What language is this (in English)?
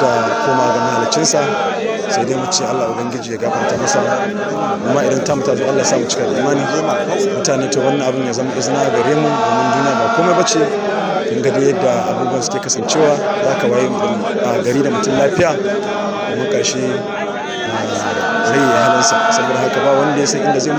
Hausa